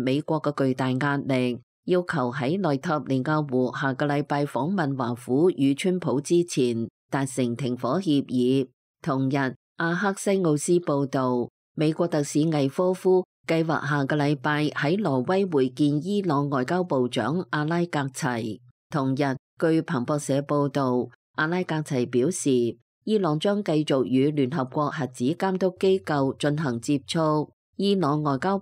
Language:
Cantonese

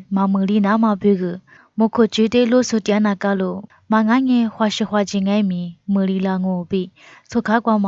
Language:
Lisu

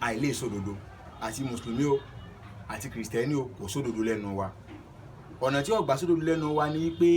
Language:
Yoruba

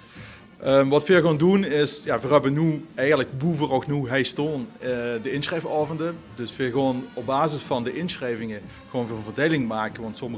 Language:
Limburgish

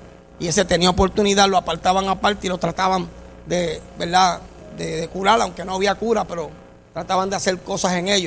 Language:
Spanish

